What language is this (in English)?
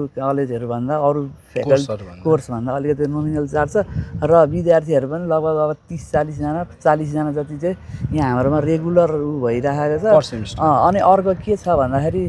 Nepali